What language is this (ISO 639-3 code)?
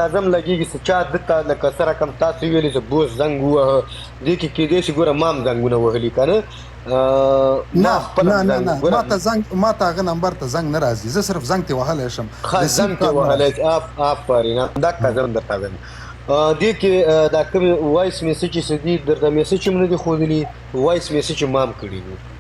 pus